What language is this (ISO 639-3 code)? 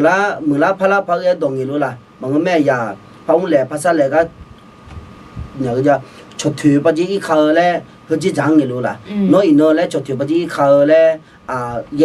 ahk